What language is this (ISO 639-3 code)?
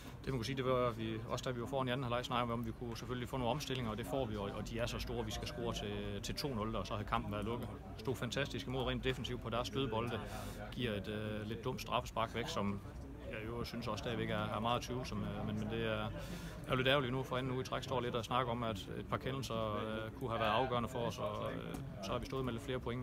dan